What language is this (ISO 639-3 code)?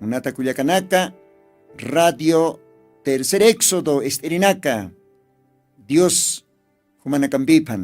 aym